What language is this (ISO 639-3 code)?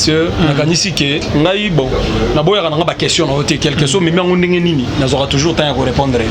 lin